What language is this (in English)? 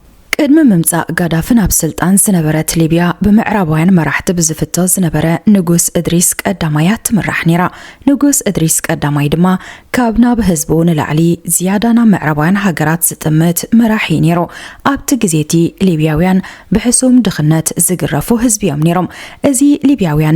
Tigrinya